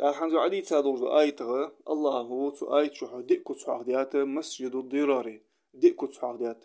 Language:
Ingush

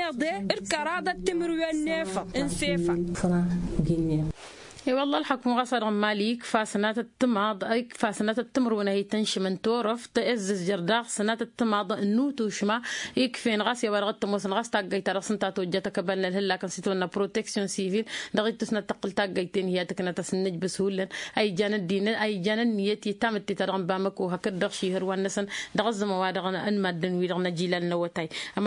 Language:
Tamasheq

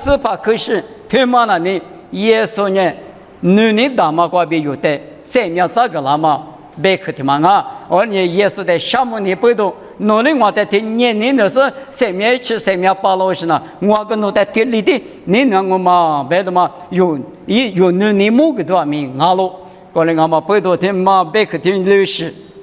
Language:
Lisu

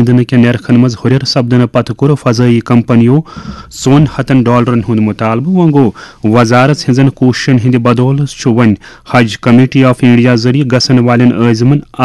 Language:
Kashmiri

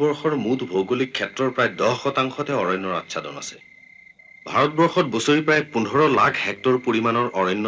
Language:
Assamese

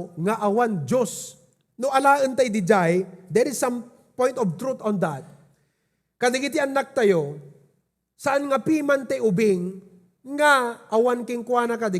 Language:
Iloko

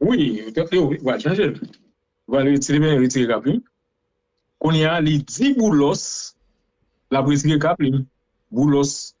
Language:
Haitian Creole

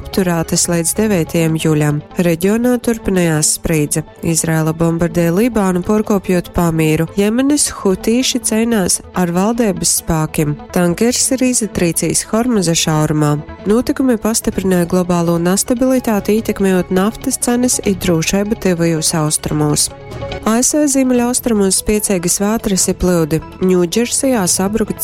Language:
Latgalian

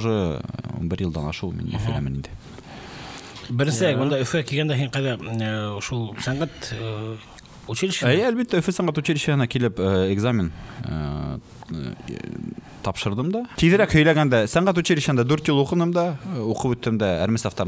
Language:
Bashkir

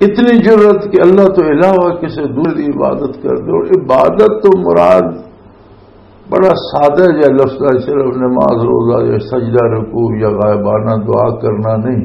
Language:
Western Panjabi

